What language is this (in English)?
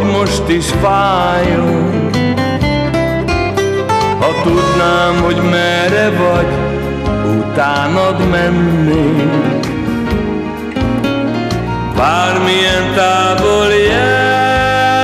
Hungarian